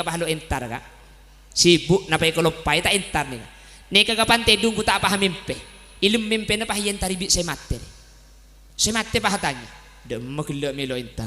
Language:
Madurese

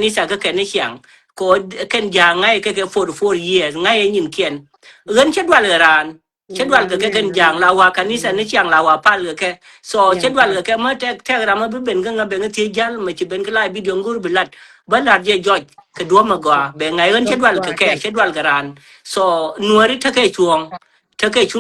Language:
Nuer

